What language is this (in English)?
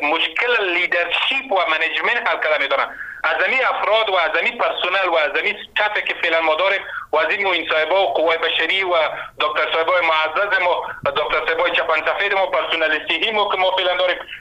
Persian